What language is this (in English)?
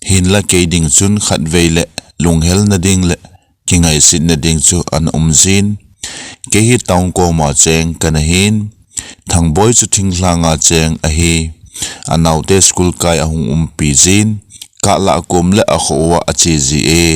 Thado Chin